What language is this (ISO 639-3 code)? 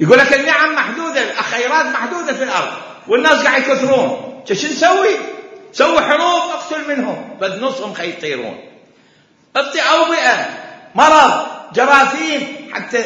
acm